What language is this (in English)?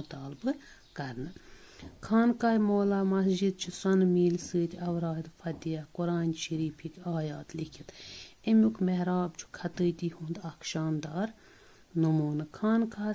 Kashmiri